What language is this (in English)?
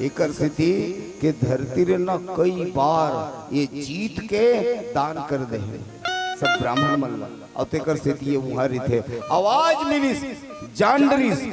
Chhattisgarhi